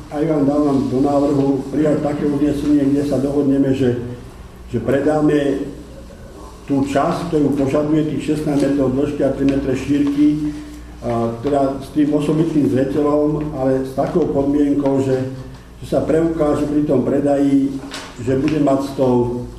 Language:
Slovak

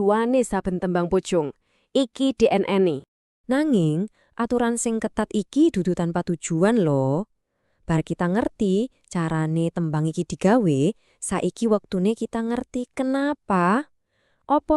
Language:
Javanese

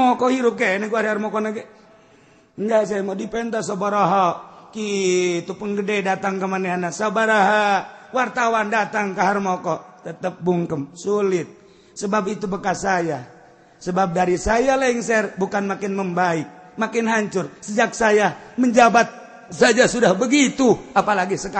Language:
Sundanese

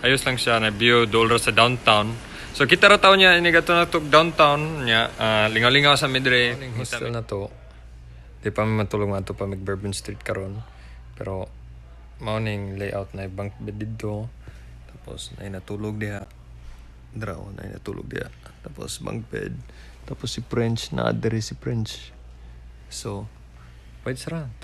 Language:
Cebuano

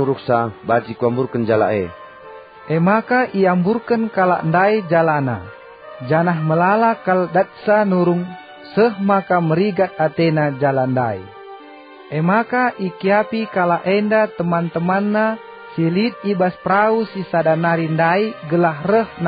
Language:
Batak Karo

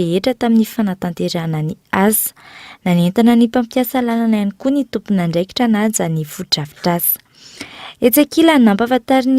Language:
Malagasy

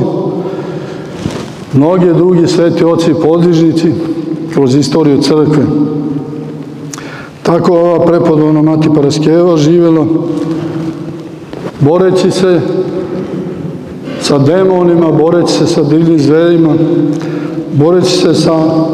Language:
Serbian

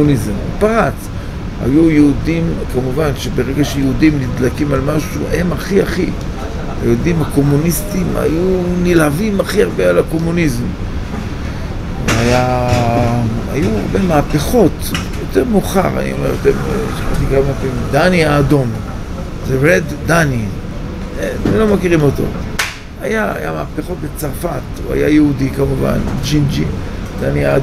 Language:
Hebrew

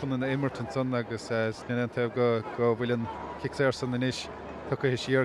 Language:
Irish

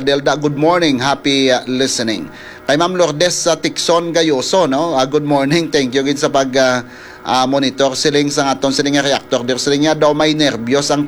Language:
Hiligaynon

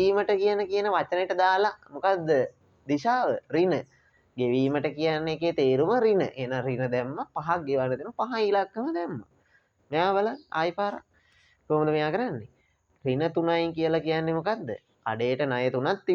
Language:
Sinhala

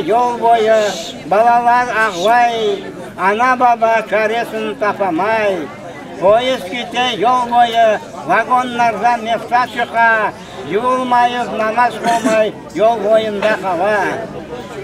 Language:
Crimean Tatar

